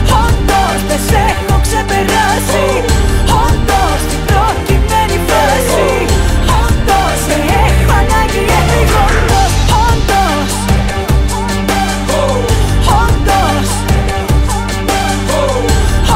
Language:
Greek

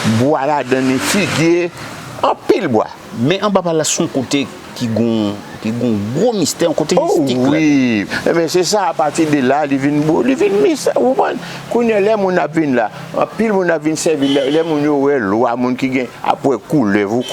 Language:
Haitian Creole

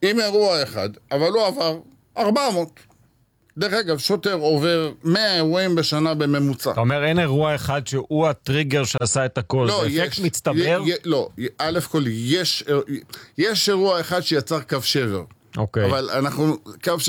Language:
Hebrew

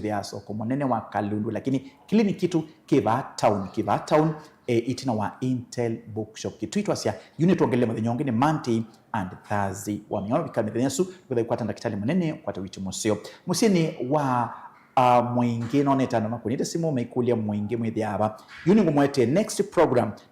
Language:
Kamba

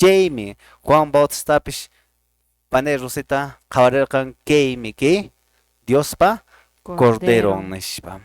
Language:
Quechua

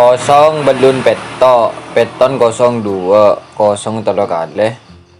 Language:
Madurese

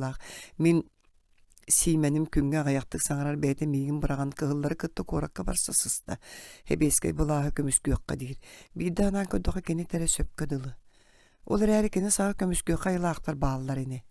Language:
Yakut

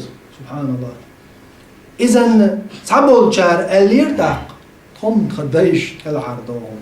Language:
Chechen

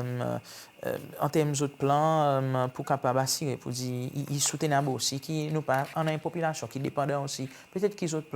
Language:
Seselwa Creole French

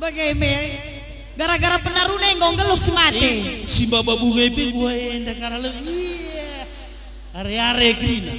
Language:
Batak Karo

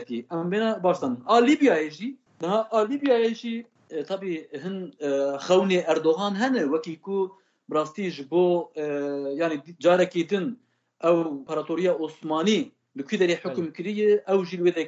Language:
Kurdish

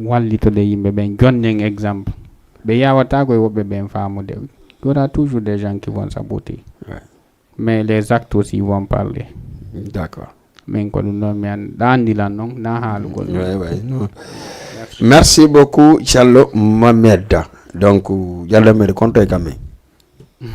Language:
Fula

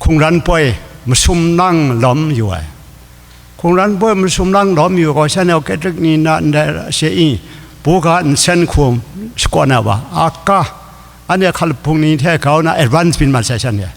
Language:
Kachin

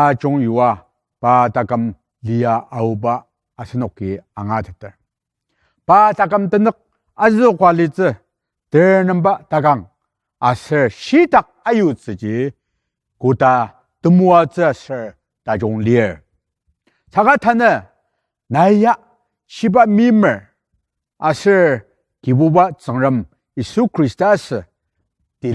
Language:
Ao Naga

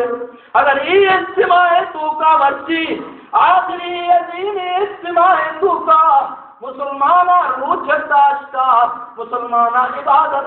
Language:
Baluchi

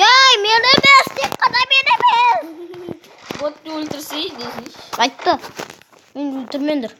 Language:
Kazakh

